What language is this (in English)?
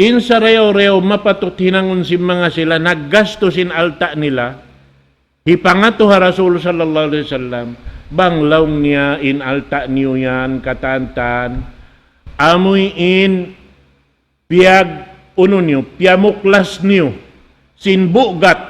Tausug